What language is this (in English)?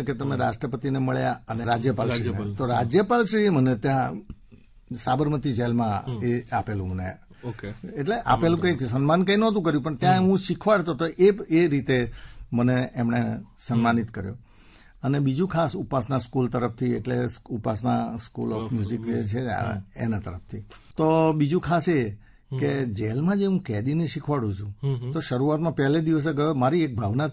Gujarati